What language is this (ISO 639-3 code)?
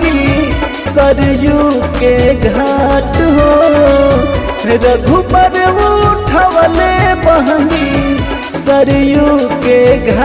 bho